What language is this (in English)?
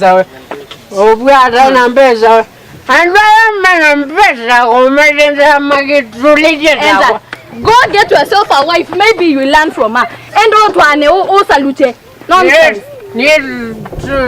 Kamba